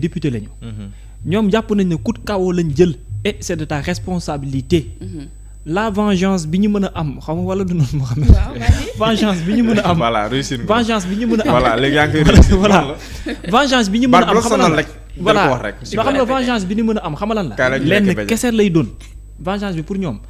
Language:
Wolof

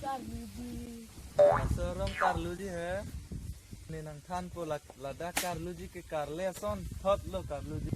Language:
Karbi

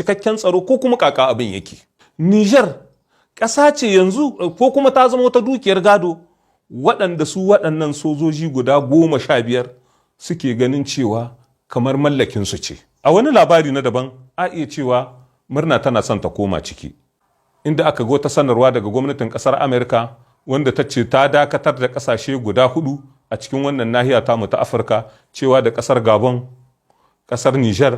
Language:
Hausa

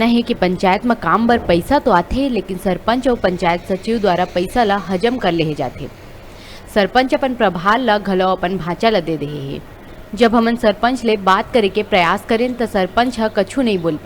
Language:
Chhattisgarhi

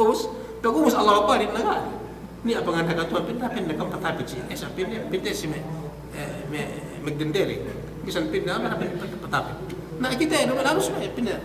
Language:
Yakan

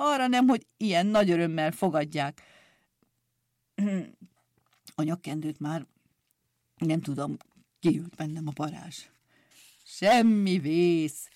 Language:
Hungarian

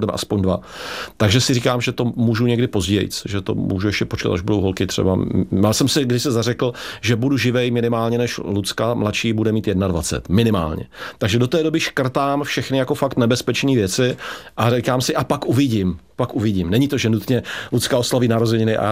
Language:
Czech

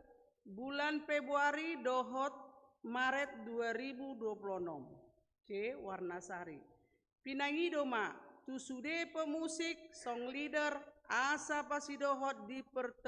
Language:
Batak Toba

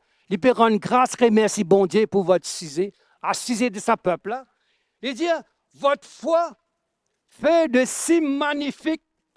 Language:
Morisyen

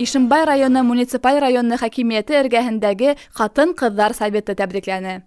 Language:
Bashkir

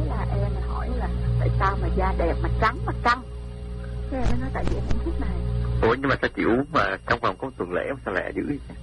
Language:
Vietnamese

